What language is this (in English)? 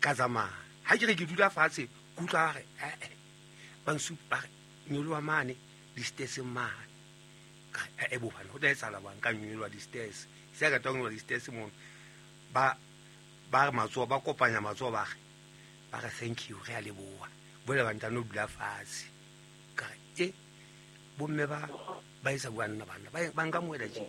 Southern Sotho